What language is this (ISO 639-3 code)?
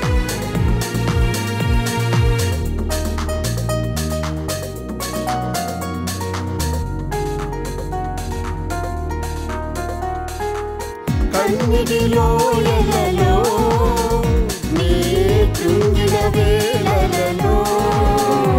tel